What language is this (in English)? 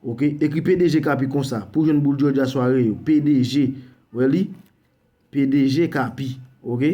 Haitian Creole